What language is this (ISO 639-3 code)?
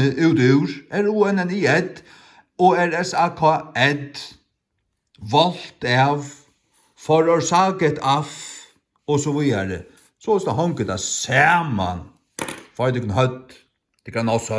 fao